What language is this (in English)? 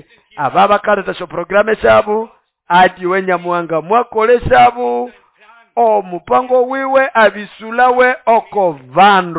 Nande